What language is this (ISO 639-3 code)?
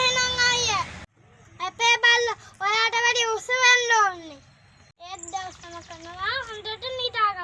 sin